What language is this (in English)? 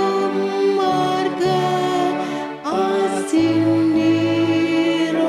Batak Toba